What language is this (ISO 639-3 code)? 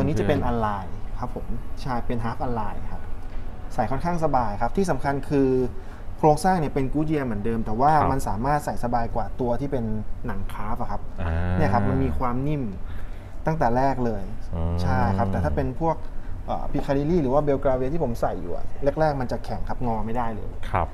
tha